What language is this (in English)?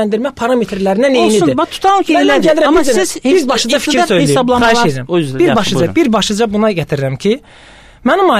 Azerbaijani